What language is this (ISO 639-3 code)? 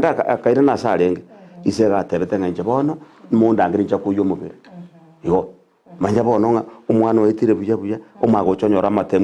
guz